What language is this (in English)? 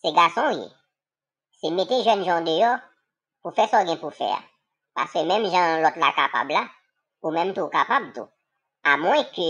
Haitian Creole